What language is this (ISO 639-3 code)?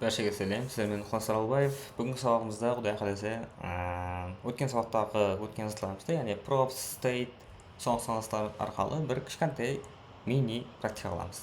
kaa